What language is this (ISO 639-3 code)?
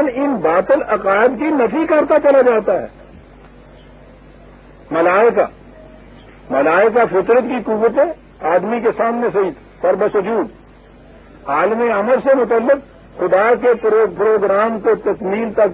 urd